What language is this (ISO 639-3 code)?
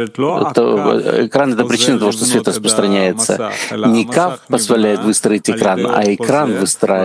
rus